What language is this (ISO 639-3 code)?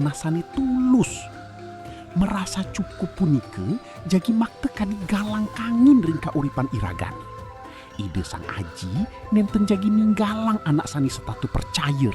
ban